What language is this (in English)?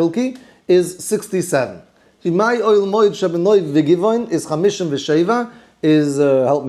Yiddish